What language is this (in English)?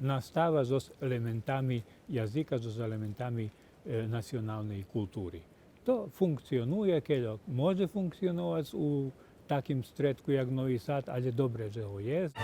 Rusyn